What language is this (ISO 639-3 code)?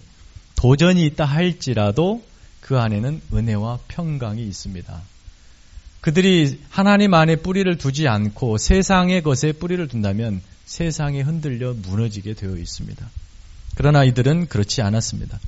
kor